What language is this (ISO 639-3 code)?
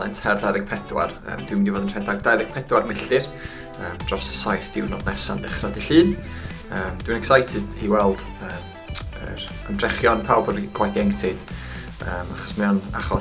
cym